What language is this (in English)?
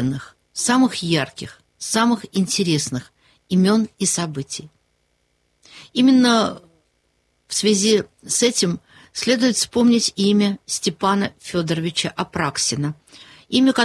Russian